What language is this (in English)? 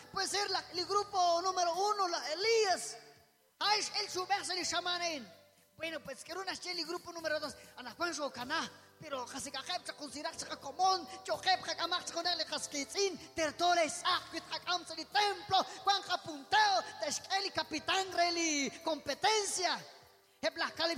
Kekchí